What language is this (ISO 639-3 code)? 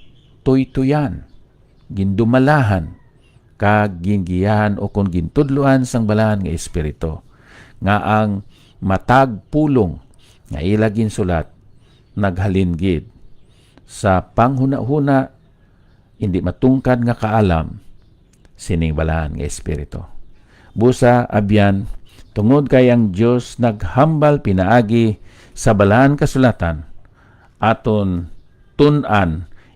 hil